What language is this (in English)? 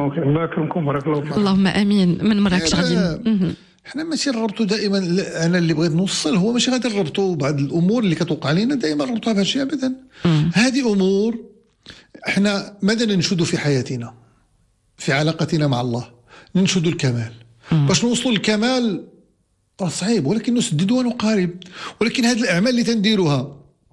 Moroccan Arabic